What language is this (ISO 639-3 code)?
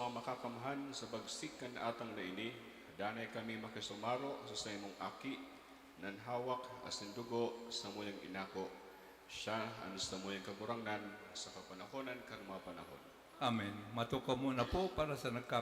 bik